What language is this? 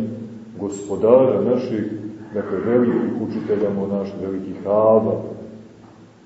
Serbian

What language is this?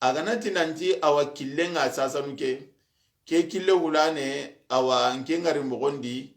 Soninke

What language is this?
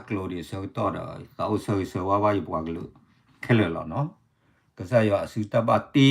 S'gaw Karen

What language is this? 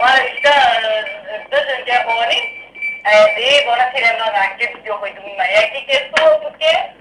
Kurdish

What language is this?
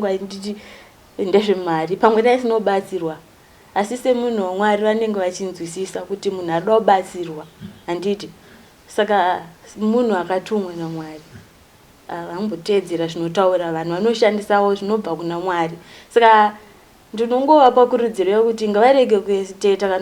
Shona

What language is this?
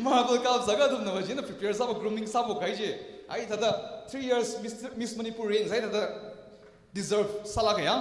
Tangkhul Naga (India)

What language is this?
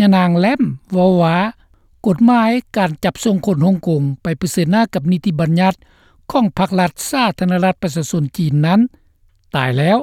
Lao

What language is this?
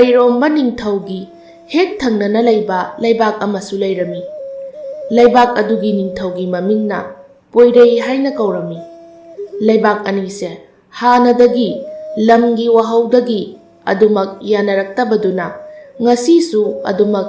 Manipuri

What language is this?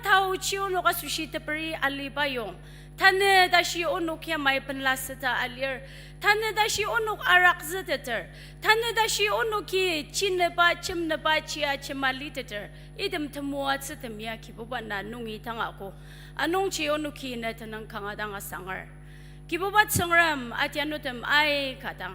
Ao Naga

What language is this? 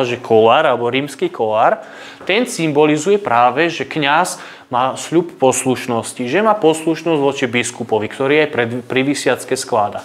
Slovak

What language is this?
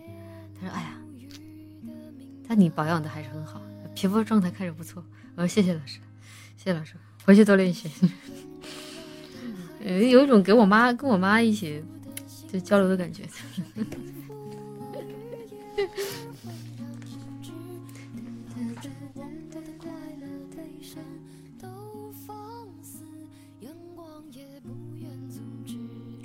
Chinese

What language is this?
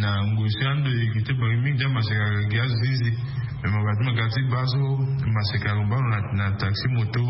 Sango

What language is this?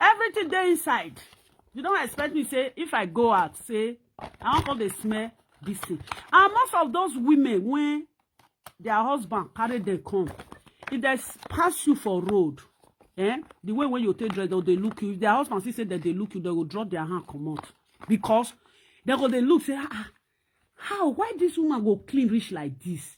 Nigerian Pidgin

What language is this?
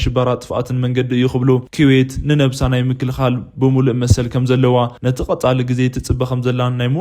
Tigrinya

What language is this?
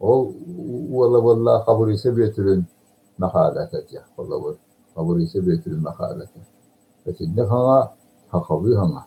Yakut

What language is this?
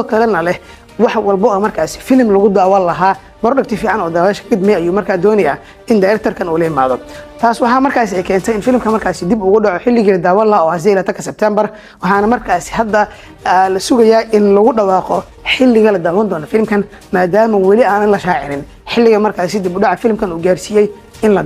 Somali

